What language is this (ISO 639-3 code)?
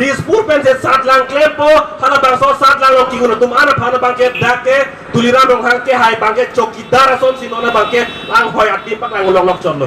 mjw